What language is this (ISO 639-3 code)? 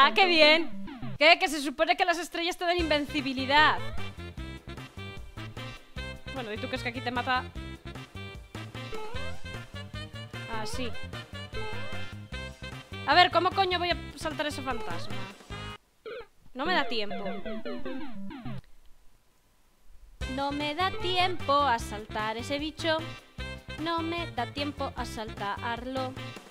spa